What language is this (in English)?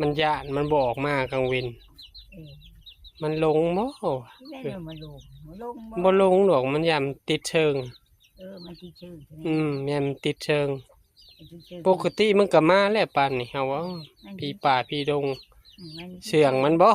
Northeastern Thai